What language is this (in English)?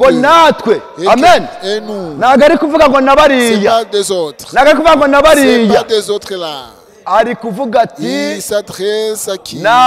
Kinyarwanda